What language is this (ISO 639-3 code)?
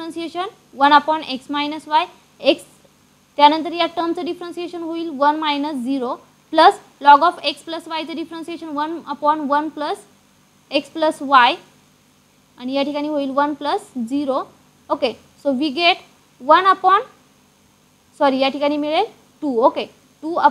mar